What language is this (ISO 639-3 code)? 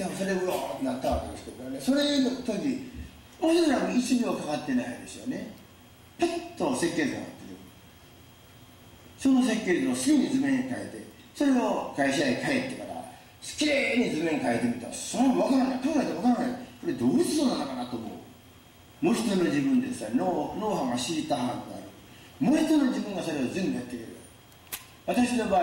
jpn